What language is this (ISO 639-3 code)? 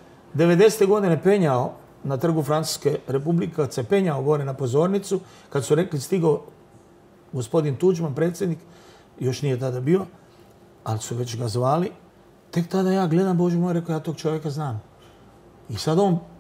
hrv